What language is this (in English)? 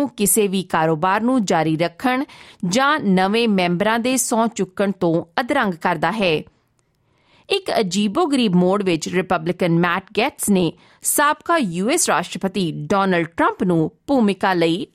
Punjabi